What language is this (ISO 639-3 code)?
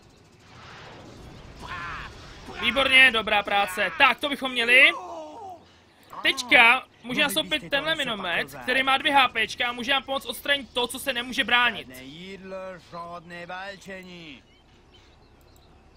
ces